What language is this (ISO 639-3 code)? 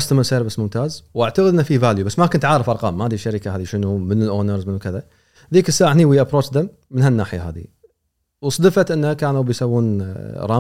afb